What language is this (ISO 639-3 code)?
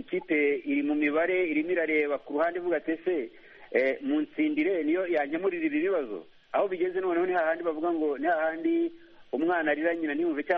kin